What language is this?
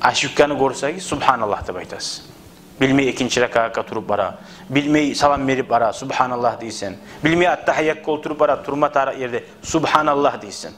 Kumyk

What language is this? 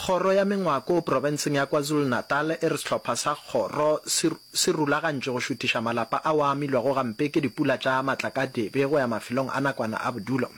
Northern Sotho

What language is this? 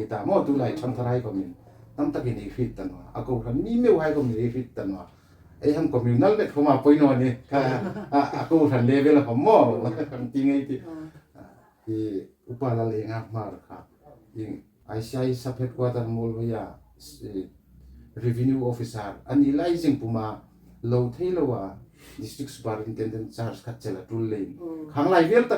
Hmar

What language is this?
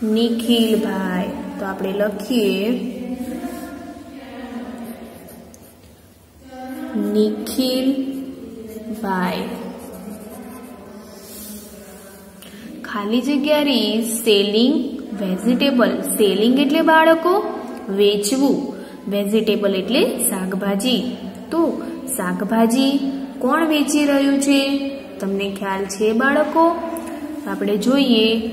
Gujarati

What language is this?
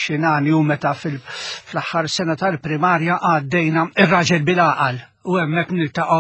Maltese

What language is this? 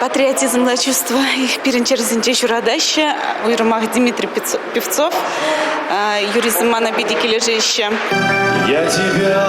Chuvash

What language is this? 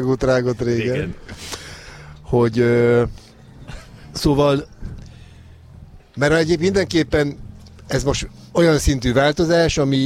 Hungarian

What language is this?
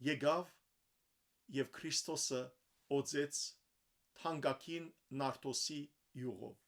Western Armenian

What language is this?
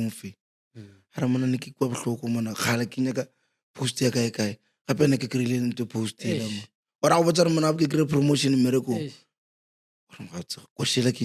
Northern Sotho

